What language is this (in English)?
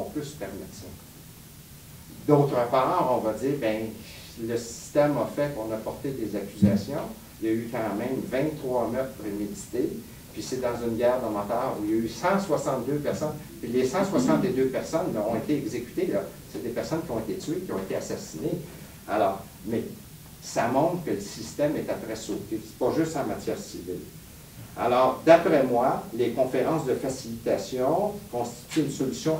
French